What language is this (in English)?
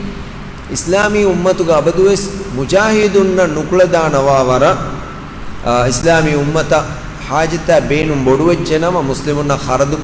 Divehi